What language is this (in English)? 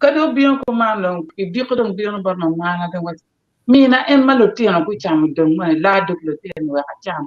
Acoli